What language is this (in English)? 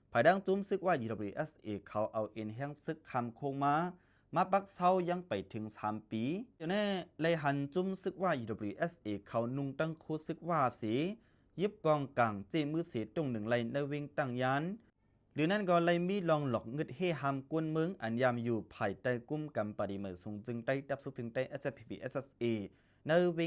Shan